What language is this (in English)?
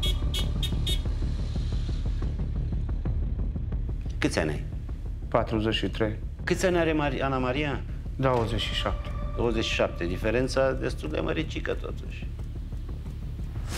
Romanian